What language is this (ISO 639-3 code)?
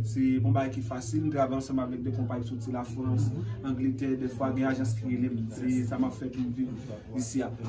hat